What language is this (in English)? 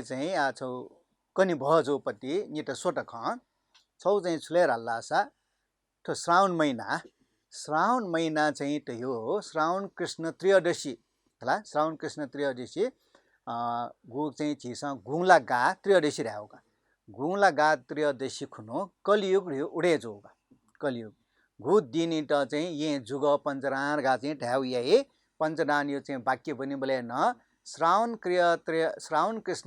Newari